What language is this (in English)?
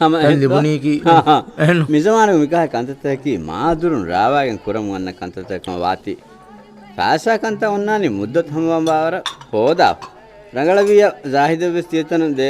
Divehi